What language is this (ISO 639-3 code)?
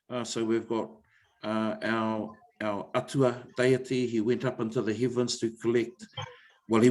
mri